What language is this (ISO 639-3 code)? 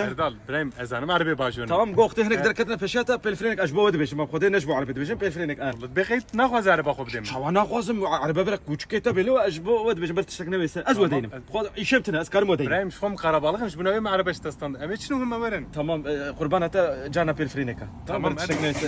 kur